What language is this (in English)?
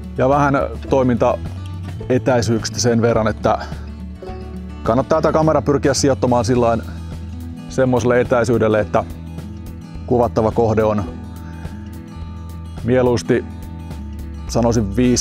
Finnish